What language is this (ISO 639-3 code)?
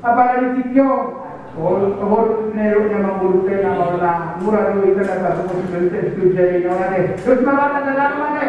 bbc